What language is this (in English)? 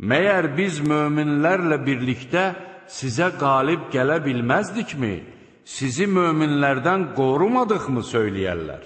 Azerbaijani